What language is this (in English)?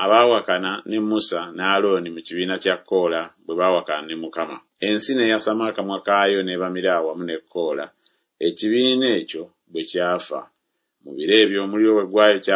Ganda